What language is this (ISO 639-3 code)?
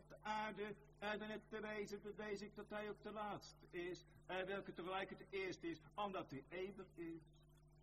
nld